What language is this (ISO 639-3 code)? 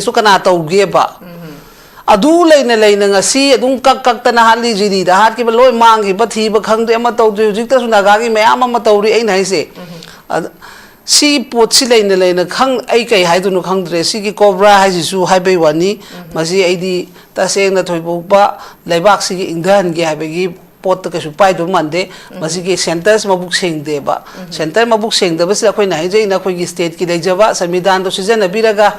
mni